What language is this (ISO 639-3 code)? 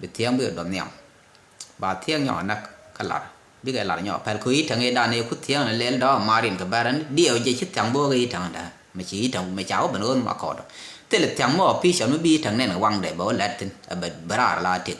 nus